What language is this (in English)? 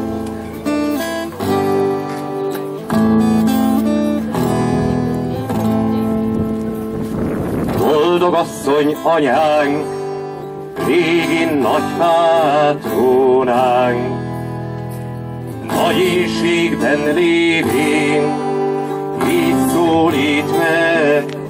Hungarian